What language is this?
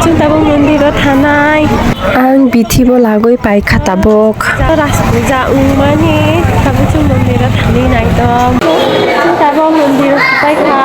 Kok Borok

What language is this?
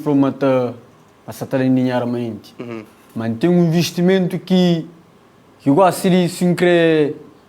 Kabuverdianu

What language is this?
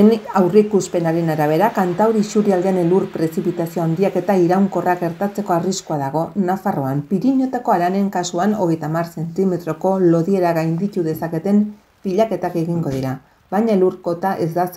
Basque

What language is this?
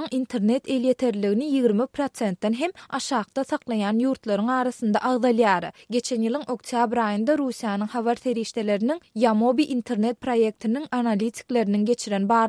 Turkmen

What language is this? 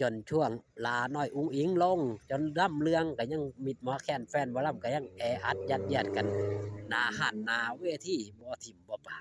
Northeastern Thai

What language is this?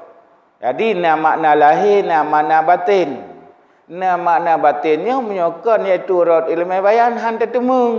Achinese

